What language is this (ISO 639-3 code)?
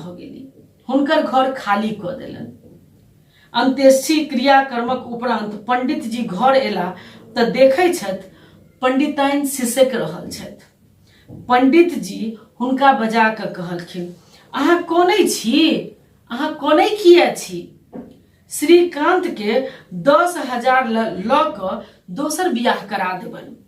mai